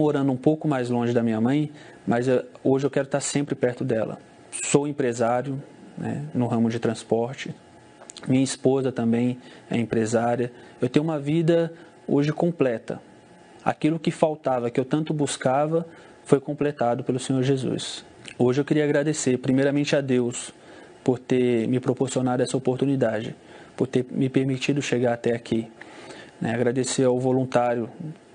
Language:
Portuguese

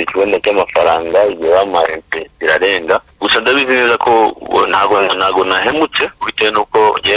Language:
Kinyarwanda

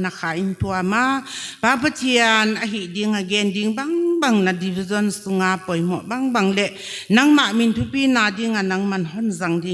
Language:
Paite Chin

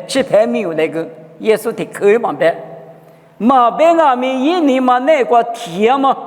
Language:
Lisu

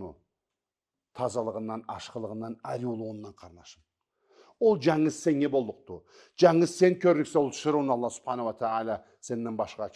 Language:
Karachay-Balkar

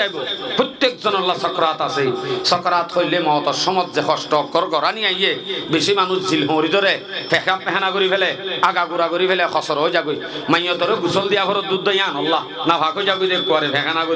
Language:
Rohingya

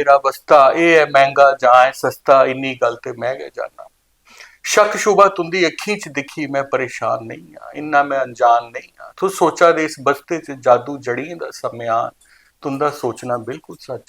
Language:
Dogri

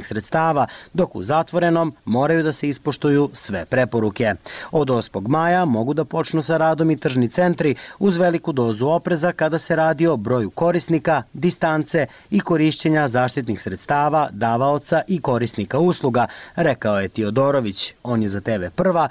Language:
Serbian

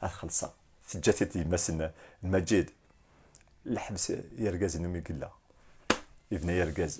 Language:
Kabyle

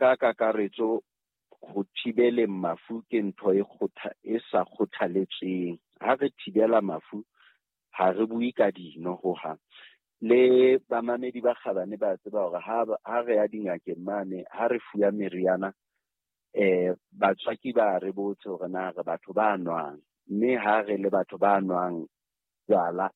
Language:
Southern Sotho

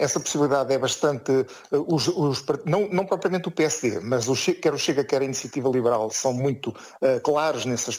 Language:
Portuguese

